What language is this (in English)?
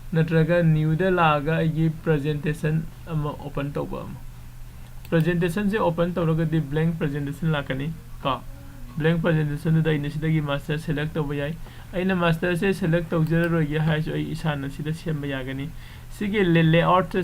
Manipuri